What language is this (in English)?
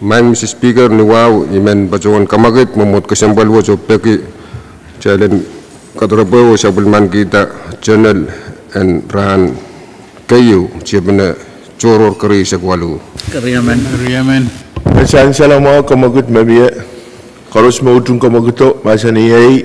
Pohnpeian